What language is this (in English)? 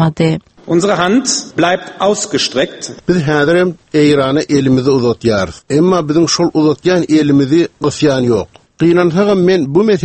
Turkmen